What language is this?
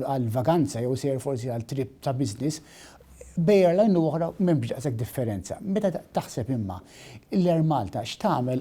Maltese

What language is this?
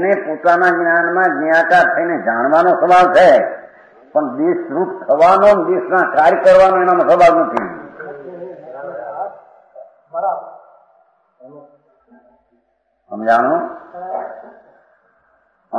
Gujarati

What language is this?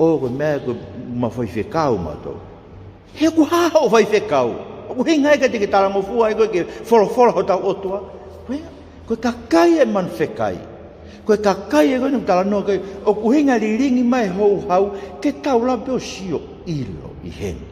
Tongan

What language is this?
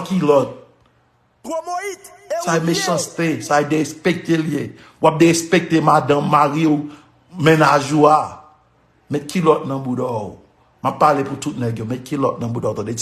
Haitian Creole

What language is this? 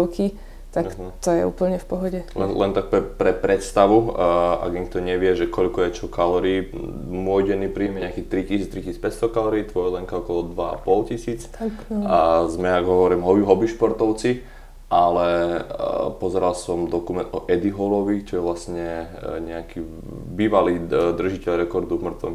Slovak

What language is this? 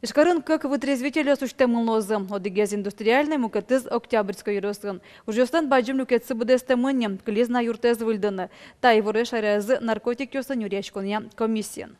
Udmurt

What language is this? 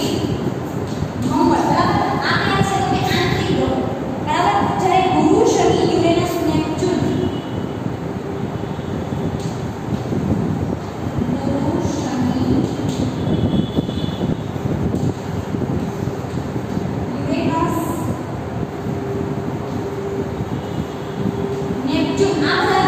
Gujarati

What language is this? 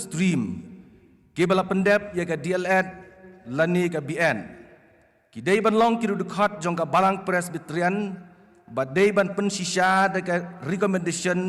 Khasi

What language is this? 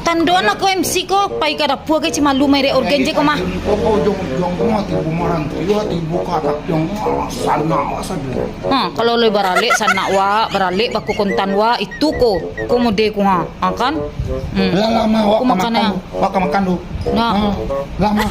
Minangkabau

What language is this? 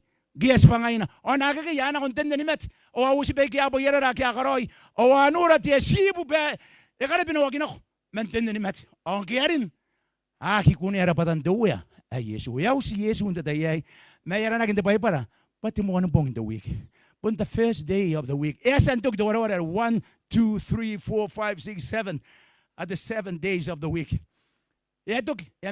Gilbertese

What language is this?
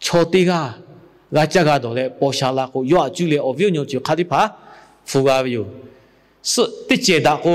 Lahu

